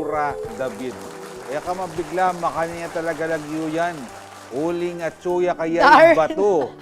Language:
Pampanga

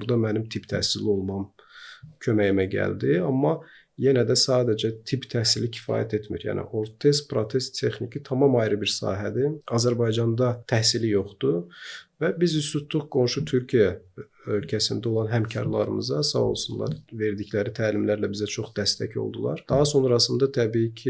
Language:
Azerbaijani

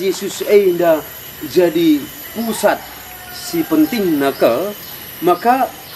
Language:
Batak Karo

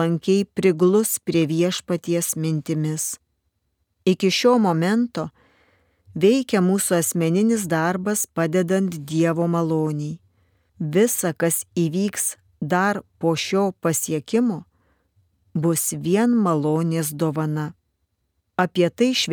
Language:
Lithuanian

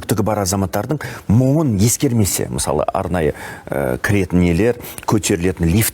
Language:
Kazakh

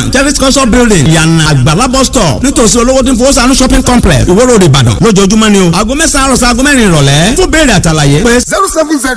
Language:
Yoruba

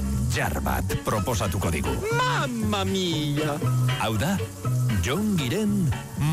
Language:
Basque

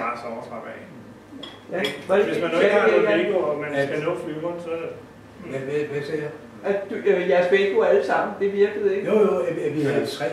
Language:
Danish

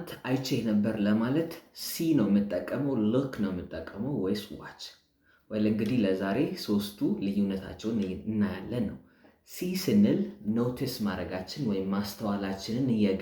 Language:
Amharic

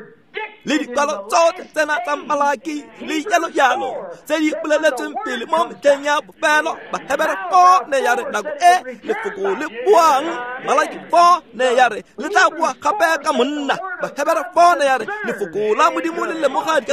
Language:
Tswana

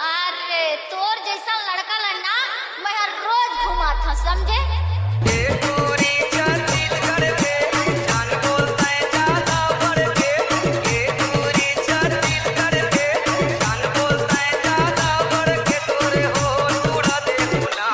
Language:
Chhattisgarhi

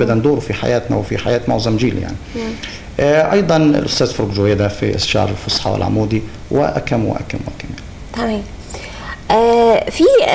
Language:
Egyptian Arabic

